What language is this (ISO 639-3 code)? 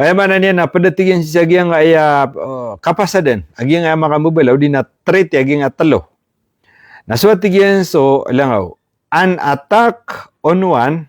mrw